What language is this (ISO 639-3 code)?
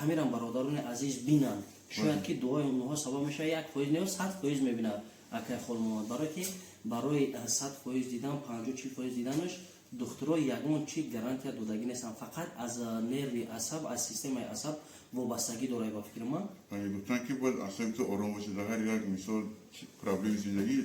tgk